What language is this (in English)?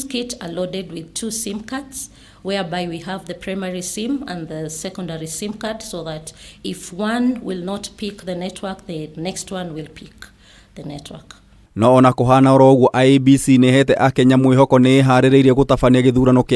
Kikuyu